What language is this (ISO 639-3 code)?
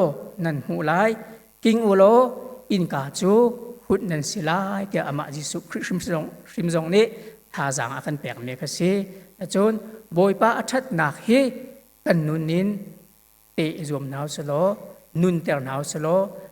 cnh